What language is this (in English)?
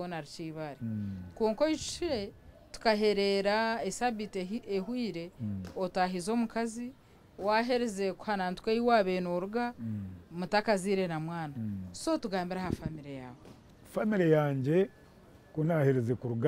Nyankole